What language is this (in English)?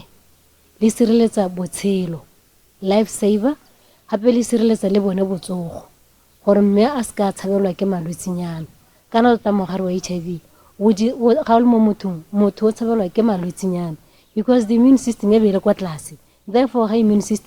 Tswana